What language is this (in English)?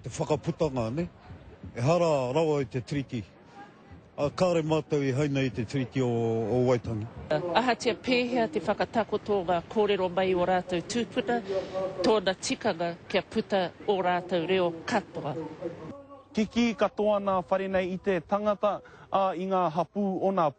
Māori